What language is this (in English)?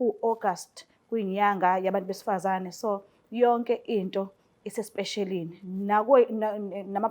Zulu